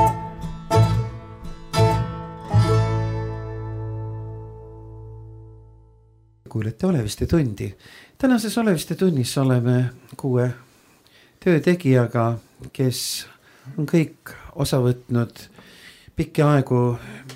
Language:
Estonian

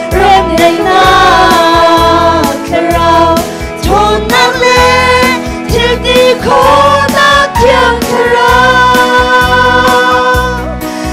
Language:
Hakha Chin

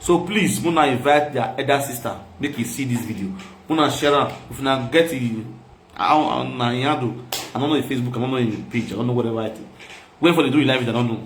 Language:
Nigerian Pidgin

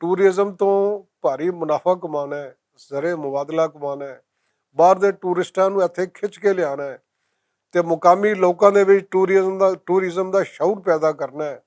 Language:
Western Panjabi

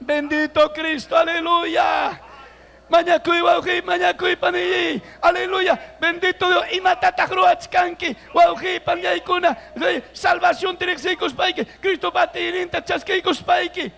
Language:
Ayacucho Quechua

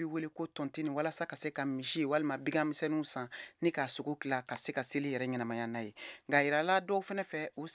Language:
Bambara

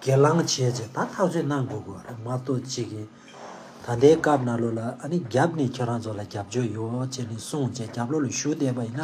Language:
Tibetan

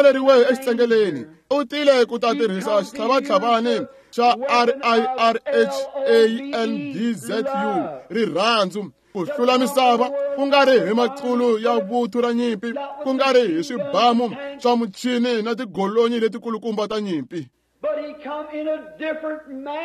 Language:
Tsonga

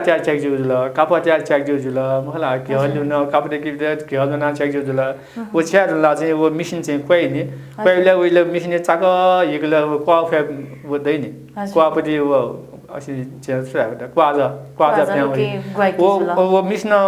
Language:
Newari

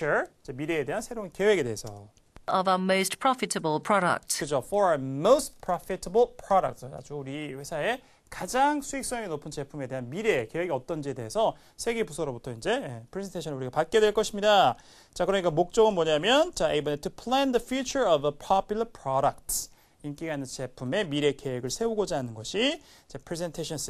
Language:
Korean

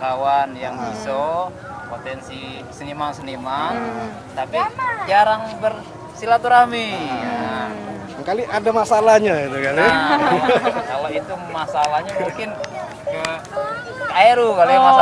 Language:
Musi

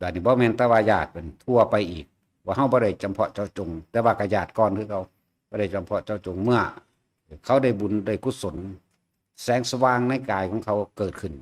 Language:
Lao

